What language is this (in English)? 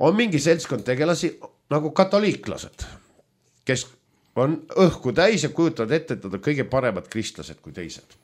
Estonian